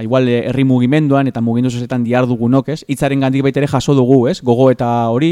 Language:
Basque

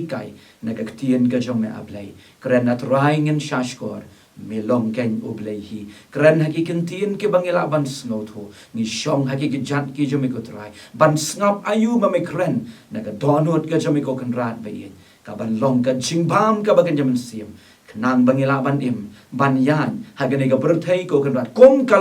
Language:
Khasi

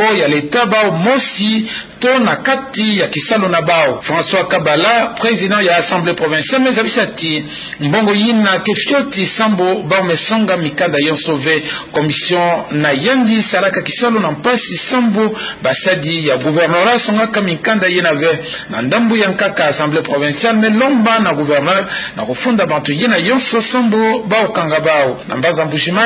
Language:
Kituba (Democratic Republic of Congo)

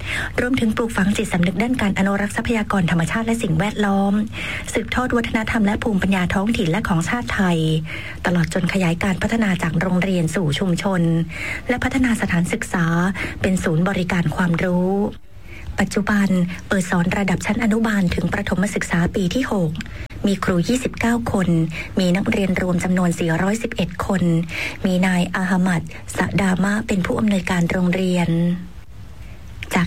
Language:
Thai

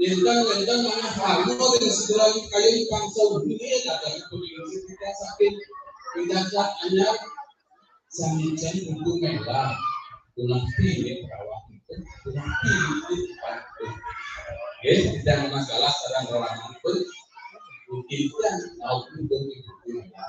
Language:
Balinese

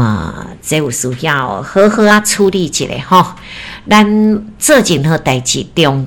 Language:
Min Nan Chinese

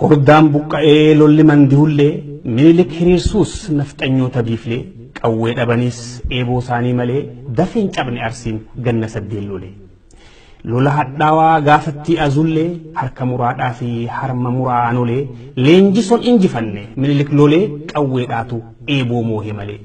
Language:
Oromo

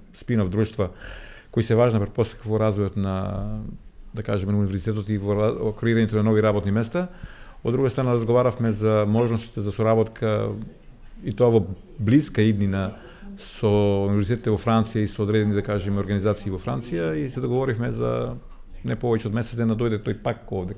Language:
Macedonian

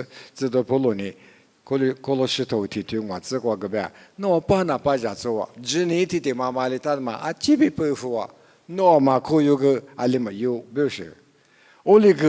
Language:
Lisu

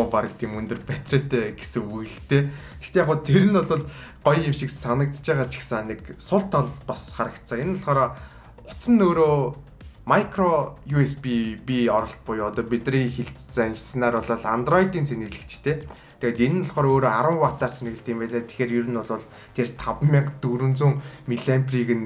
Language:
Mongolian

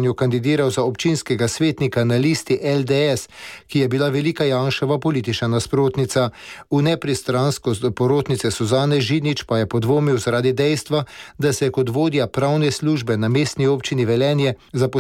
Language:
Slovenian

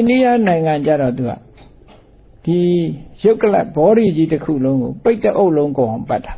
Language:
Burmese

